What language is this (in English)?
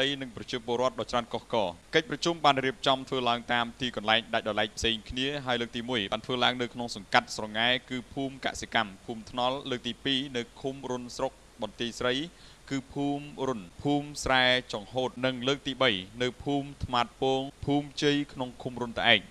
Khmer